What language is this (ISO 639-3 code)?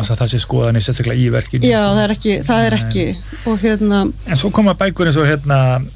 isl